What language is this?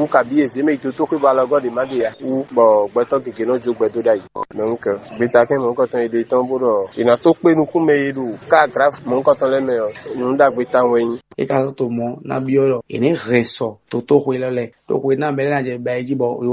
Fon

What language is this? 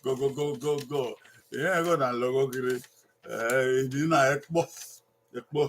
Bini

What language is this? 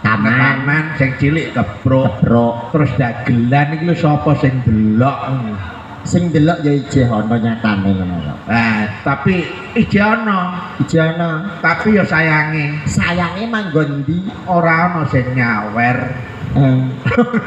Javanese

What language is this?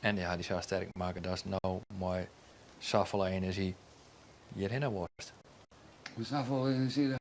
Western Frisian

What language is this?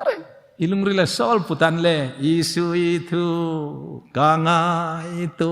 Hmar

